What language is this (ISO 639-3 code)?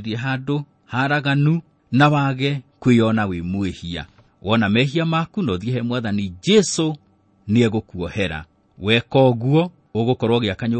kik